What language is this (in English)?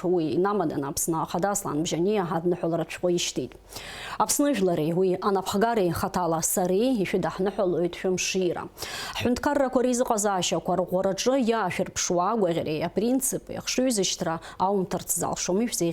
Abkhazian